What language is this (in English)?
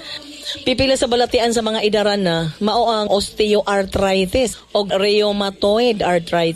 Cebuano